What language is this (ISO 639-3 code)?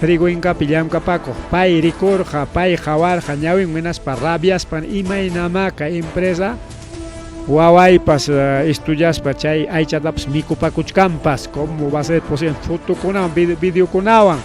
quy